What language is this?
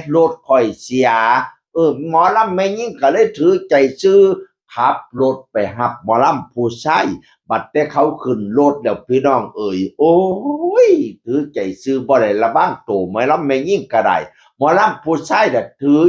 Northeastern Thai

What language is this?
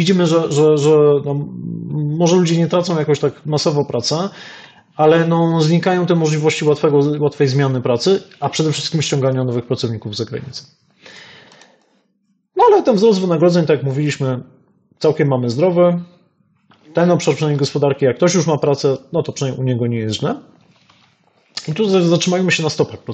Polish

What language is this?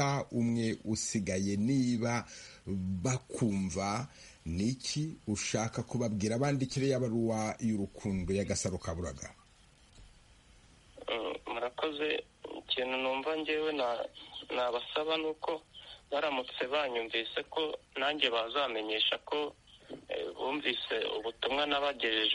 Kinyarwanda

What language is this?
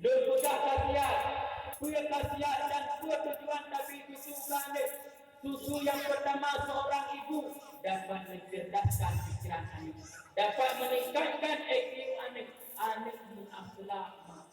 Achinese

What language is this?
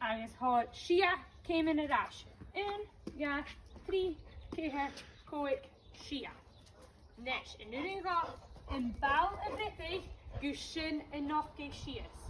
Scottish Gaelic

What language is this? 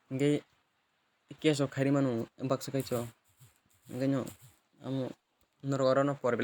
Kok Borok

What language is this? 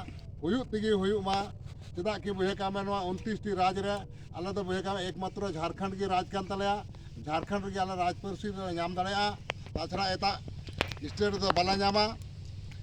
Santali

